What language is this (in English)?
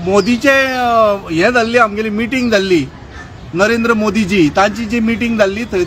Konkani